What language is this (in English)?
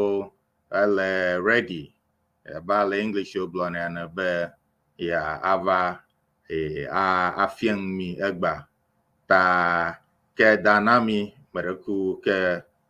Ewe